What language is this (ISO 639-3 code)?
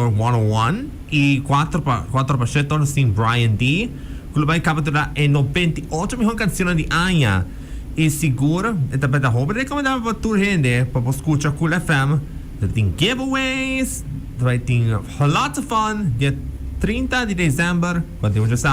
pap